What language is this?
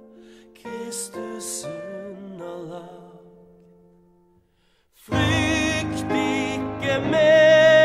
Norwegian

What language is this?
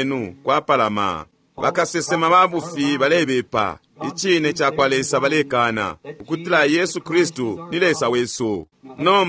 Bemba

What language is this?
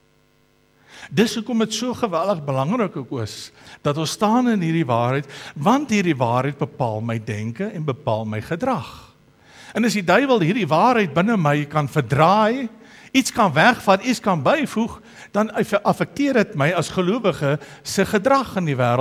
Afrikaans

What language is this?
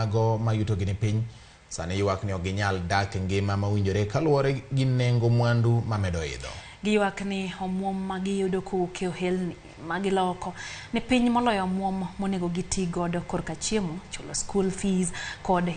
Luo (Kenya and Tanzania)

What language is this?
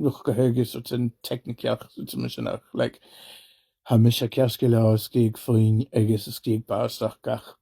Scottish Gaelic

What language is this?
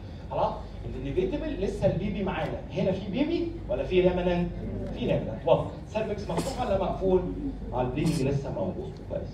Egyptian Arabic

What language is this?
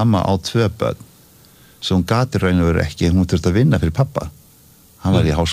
Icelandic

